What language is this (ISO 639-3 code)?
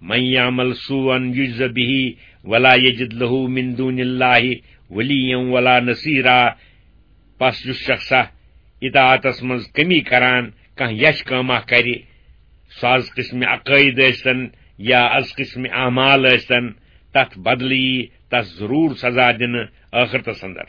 kas